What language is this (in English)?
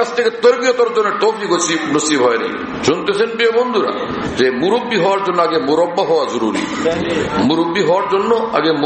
Bangla